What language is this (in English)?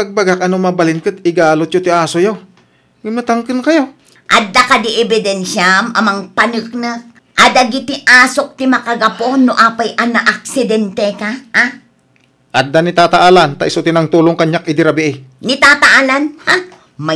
Iloko